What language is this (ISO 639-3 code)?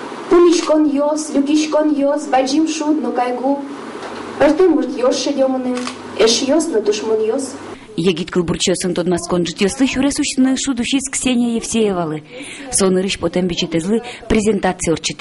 udm